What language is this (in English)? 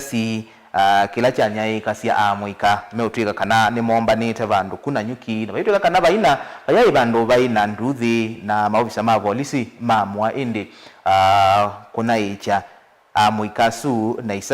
Kamba